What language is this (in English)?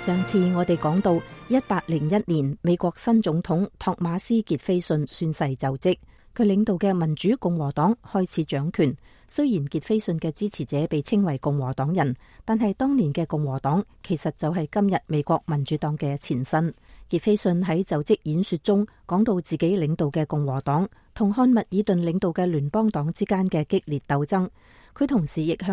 Cantonese